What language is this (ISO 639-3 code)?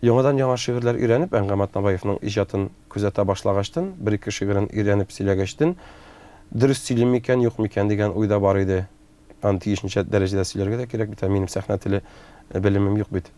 tat